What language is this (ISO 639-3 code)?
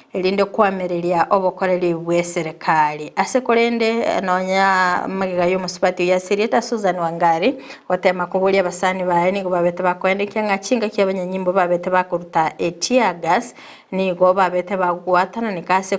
guz